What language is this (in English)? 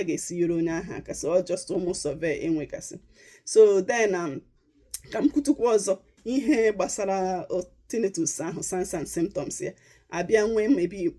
Igbo